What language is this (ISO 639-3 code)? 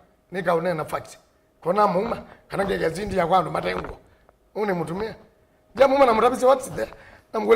kam